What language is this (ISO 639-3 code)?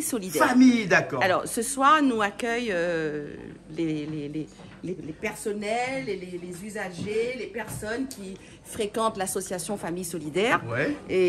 rcf